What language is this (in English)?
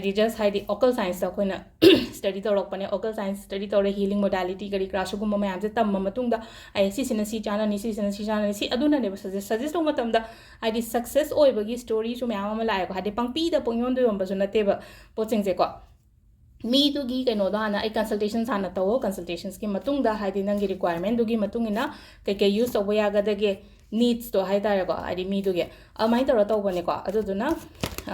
Manipuri